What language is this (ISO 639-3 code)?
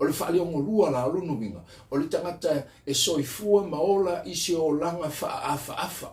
smo